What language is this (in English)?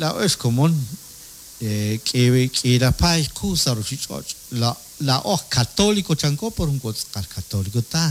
Kekchí